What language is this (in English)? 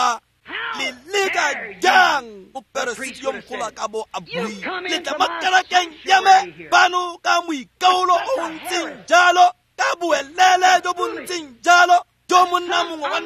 Tswana